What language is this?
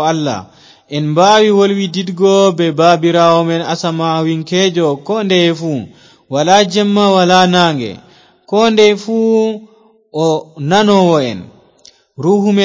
Fula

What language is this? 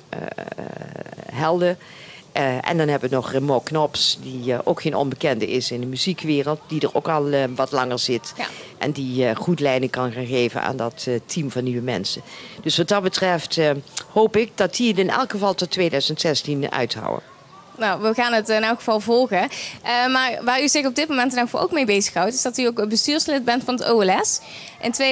Dutch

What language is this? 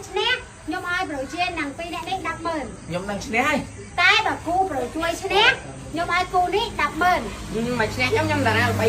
Khmer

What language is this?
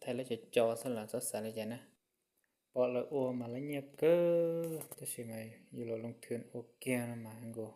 Hmong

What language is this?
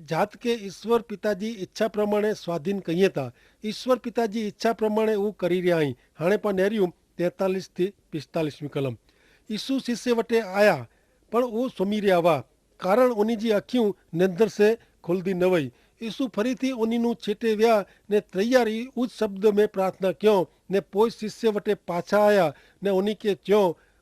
Kachhi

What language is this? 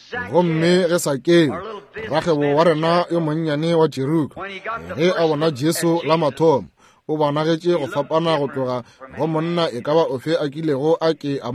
Northern Sotho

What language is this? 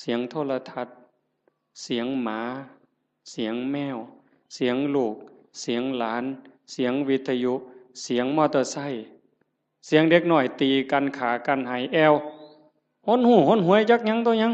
Northeastern Thai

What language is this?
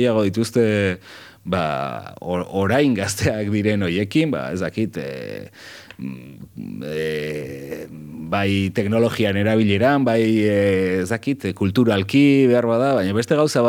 Basque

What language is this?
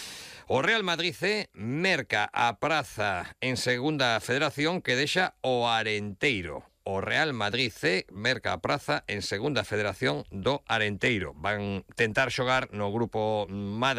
Galician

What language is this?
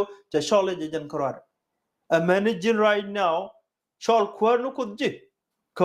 Nuer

